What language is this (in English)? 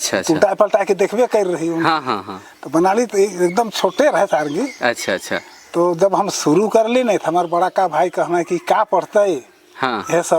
Sadri